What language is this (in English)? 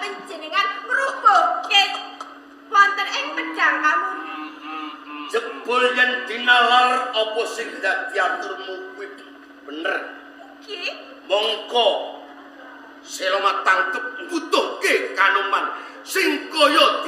Javanese